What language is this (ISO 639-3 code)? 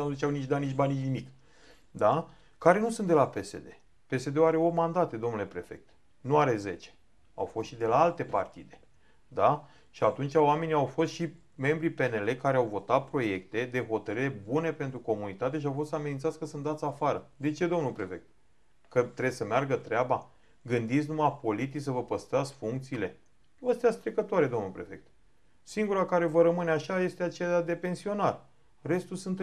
ron